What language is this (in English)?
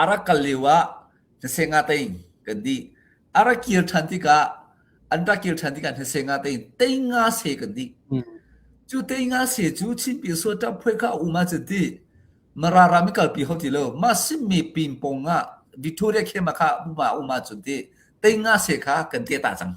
Hakha Chin